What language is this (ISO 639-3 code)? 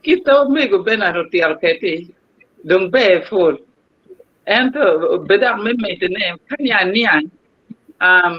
ach